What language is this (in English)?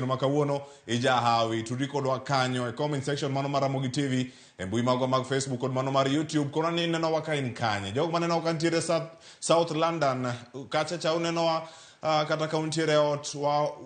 Luo (Kenya and Tanzania)